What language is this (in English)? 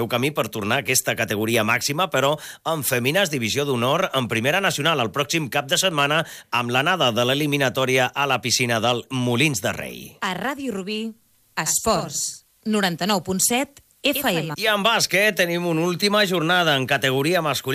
Catalan